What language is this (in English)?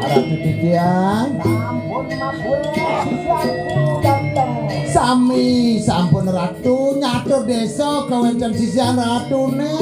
Balinese